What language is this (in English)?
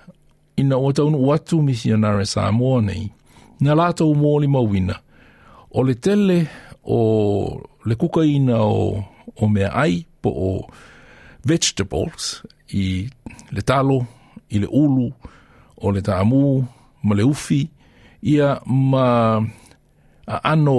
Samoan